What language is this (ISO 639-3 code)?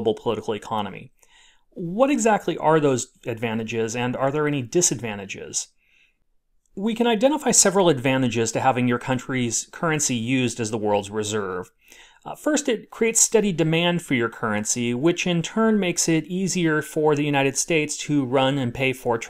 eng